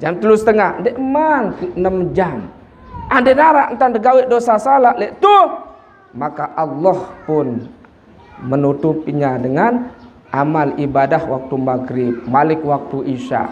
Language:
Sasak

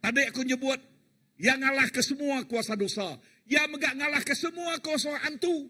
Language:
Iban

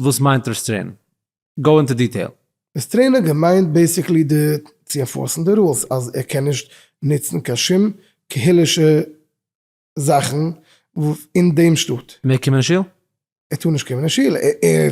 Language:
Yiddish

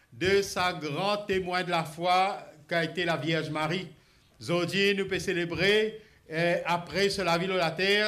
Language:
Morisyen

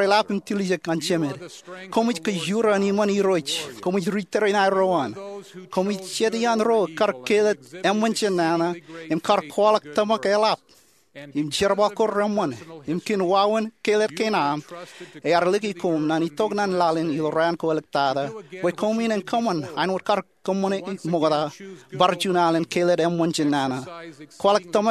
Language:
Marshallese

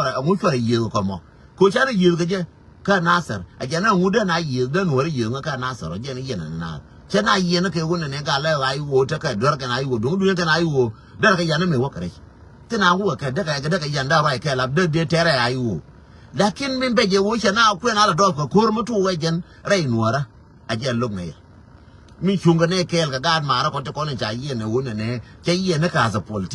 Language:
Nuer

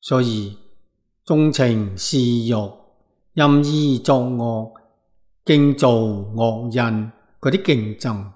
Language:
Cantonese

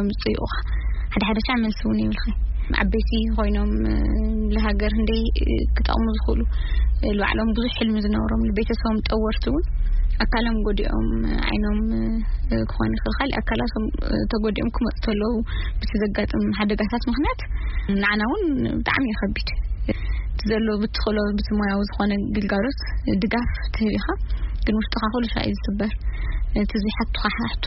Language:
Tigrinya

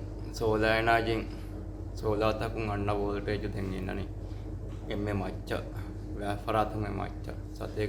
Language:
Divehi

